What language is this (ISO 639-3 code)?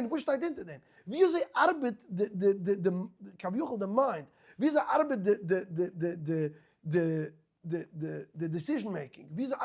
yid